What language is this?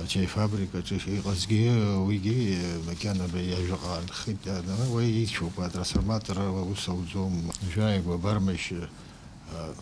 Abkhazian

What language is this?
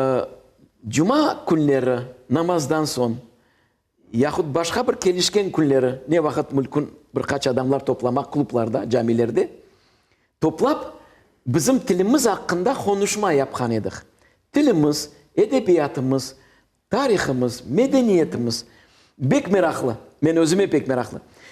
Crimean Tatar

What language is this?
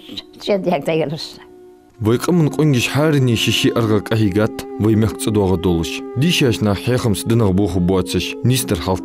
Ingush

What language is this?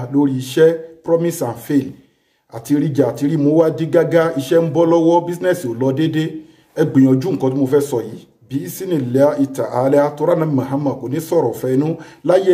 Yoruba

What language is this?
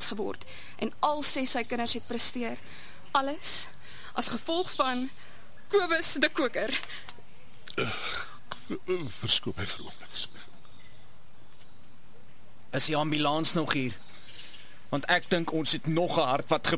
Afrikaans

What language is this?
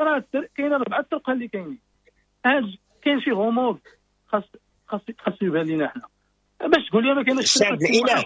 Moroccan Arabic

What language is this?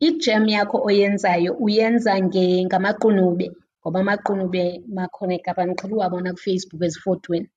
Xhosa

